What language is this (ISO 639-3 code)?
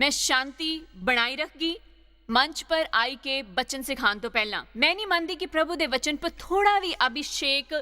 doi